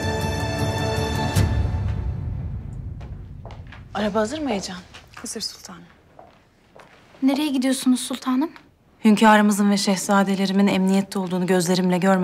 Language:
Turkish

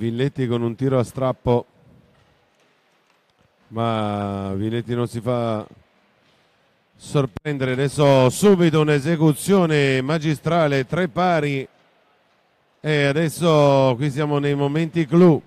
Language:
Italian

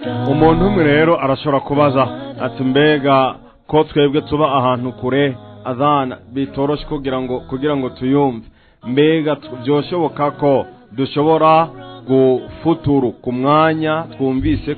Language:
Rundi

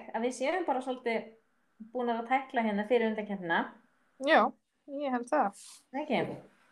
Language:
Icelandic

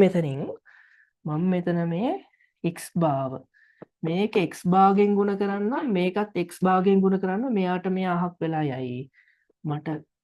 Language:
Sinhala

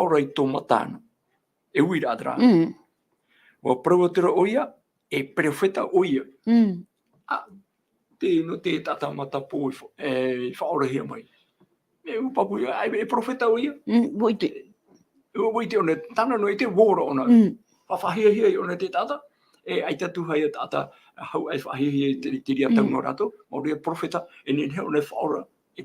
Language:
Tahitian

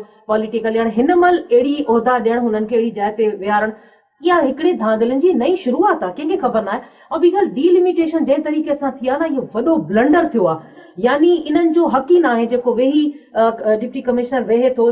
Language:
Sindhi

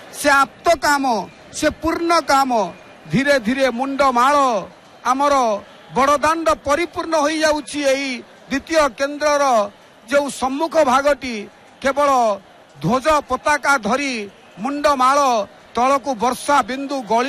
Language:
Odia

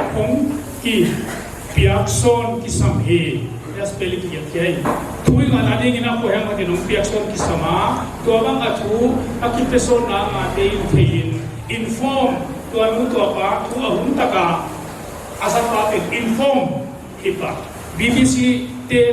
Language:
Tedim Chin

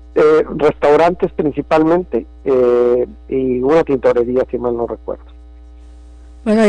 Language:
Spanish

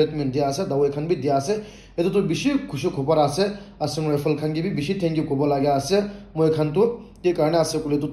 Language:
Naga Pidgin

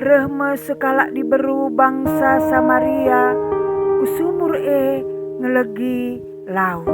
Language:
Batak Karo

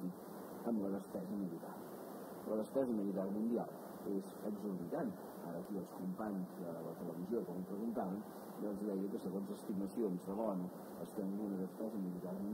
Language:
Catalan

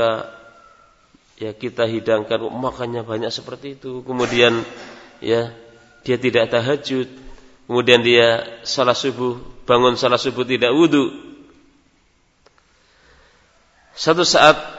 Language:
Indonesian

